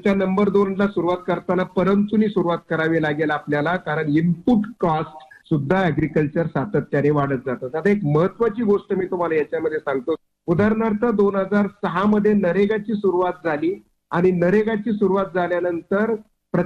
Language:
Marathi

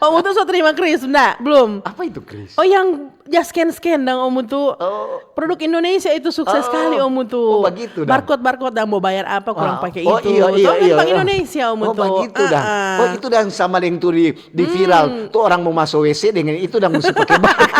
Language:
Manado Malay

